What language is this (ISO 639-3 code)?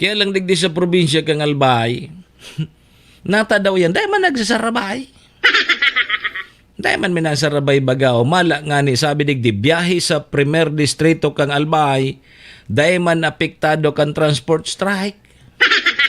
bik